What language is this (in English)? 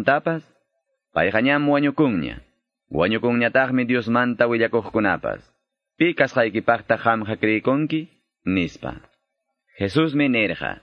Quechua